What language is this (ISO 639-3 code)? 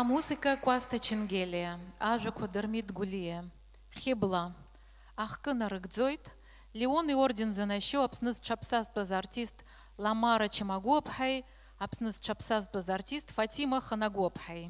abk